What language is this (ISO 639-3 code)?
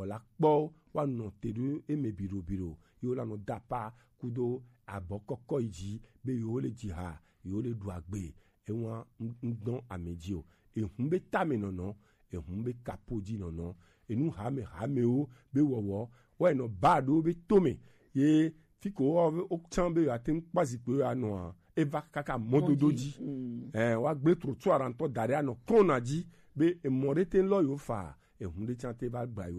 gej